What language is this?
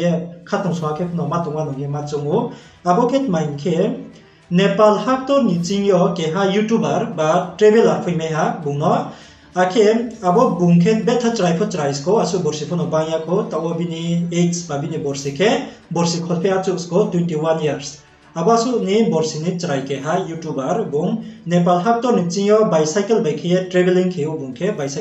Riang (India)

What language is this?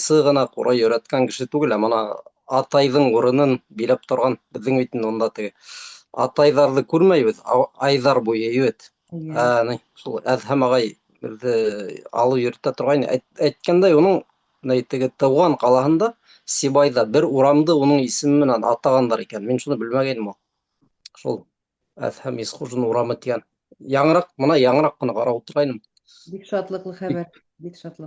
Bashkir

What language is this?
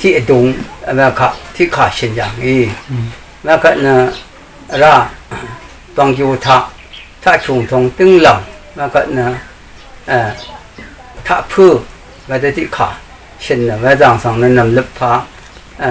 Rawang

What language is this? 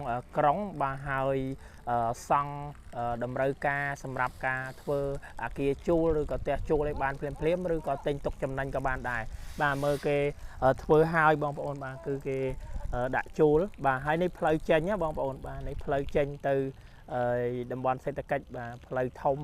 Khmer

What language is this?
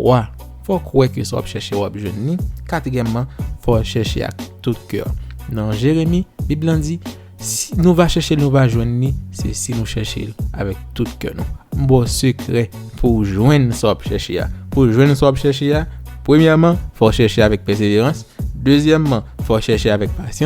Haitian Creole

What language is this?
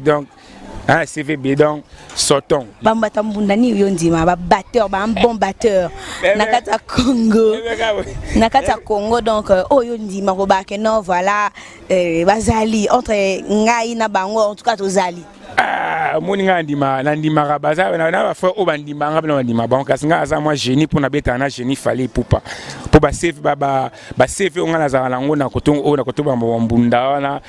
Lingala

